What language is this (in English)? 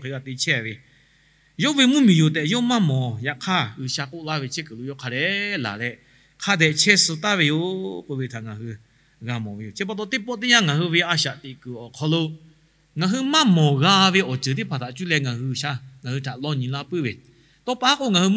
Lahu